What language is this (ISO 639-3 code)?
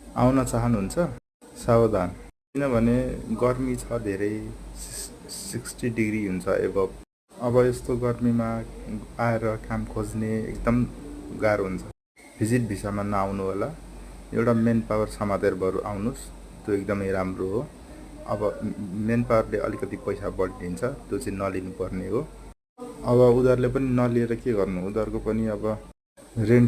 nep